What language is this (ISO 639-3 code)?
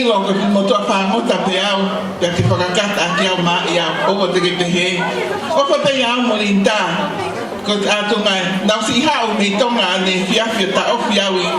ton